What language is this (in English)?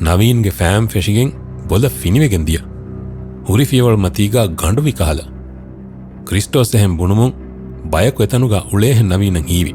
Divehi